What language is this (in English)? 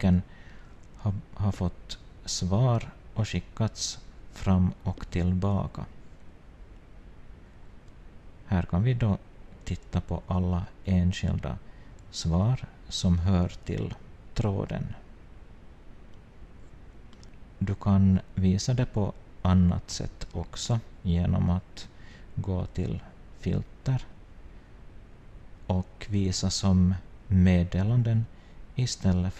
Swedish